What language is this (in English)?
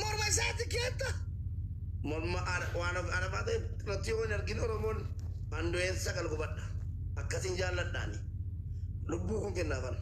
Oromo